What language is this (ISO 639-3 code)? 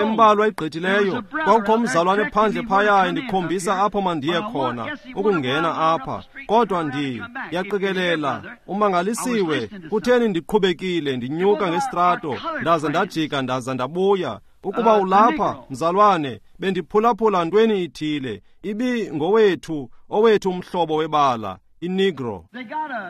xho